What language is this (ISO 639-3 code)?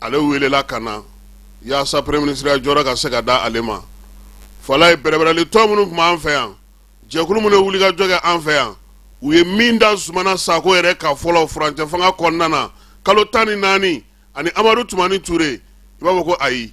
bam